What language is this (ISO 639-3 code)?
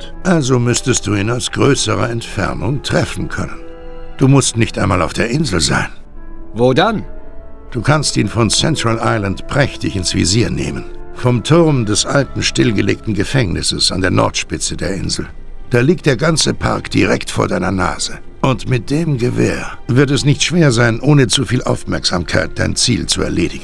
bar